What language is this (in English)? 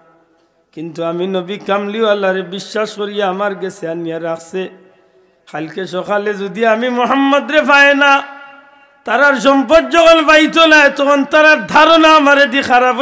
Sylheti